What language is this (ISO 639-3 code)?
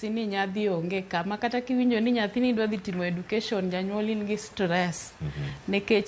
luo